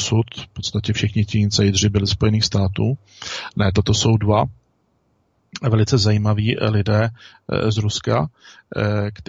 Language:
Czech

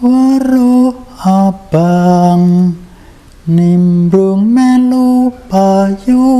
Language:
Javanese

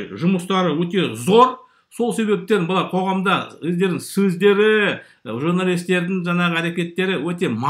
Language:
Kazakh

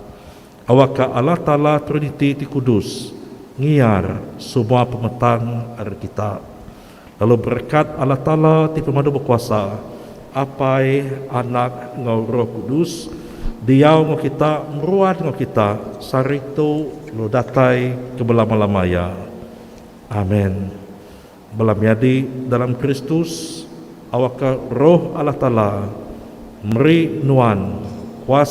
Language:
Iban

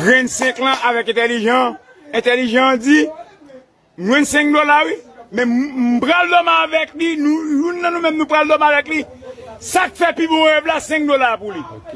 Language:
Haitian Creole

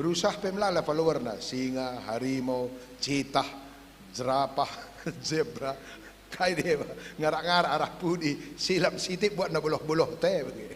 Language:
Batak Karo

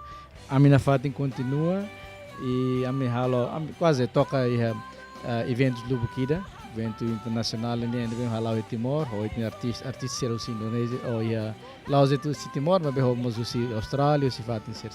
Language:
Tetum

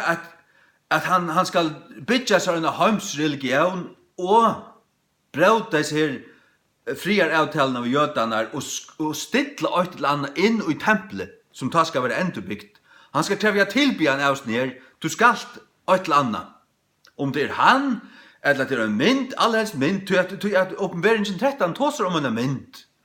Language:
Faroese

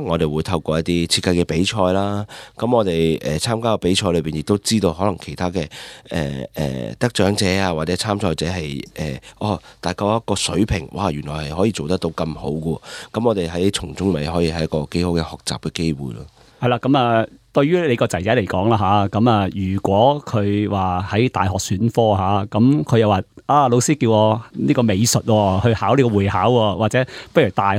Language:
Cantonese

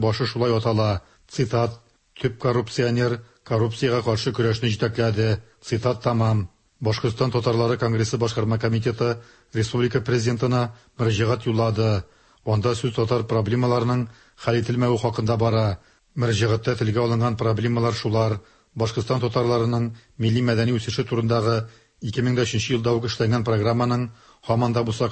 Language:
Tatar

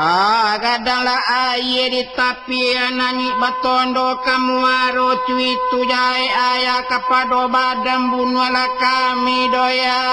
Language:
Minangkabau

